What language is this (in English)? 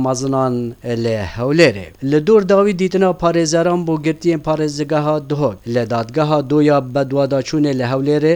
Kurdish